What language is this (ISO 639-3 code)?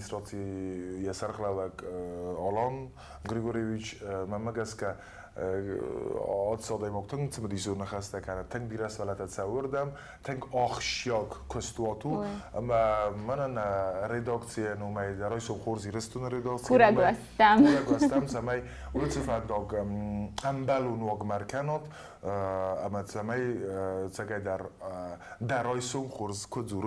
oss